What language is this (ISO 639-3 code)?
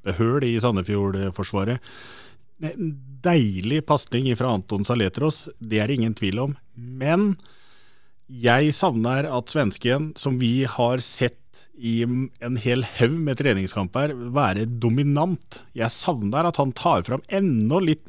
nor